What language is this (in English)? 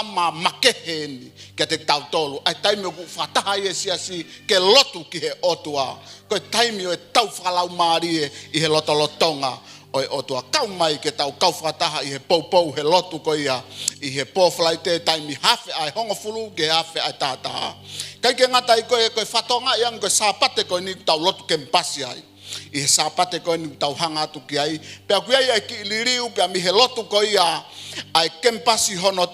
Tongan